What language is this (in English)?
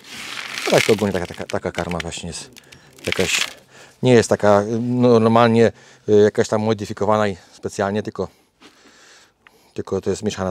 Polish